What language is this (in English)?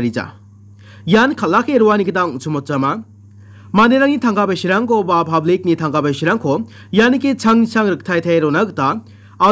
Garo